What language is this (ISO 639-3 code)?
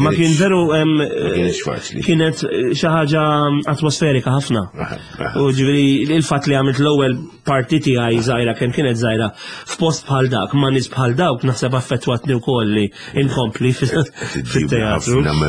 mlt